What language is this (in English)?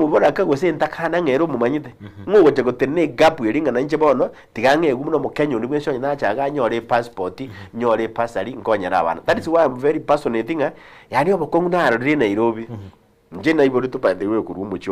Gusii